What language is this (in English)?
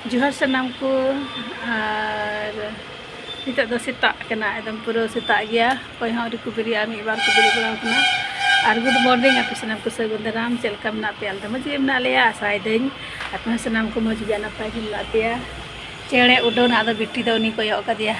Santali